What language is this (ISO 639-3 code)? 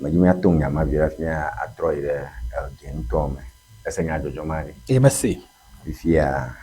ewe